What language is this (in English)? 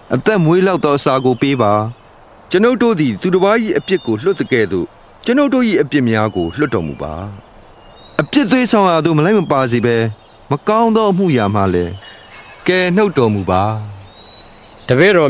Burmese